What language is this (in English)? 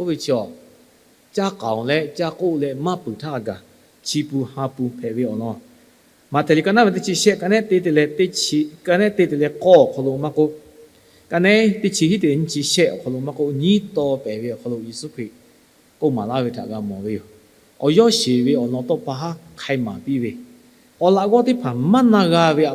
Lahu